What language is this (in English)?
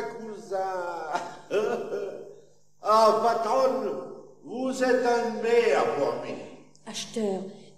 Picard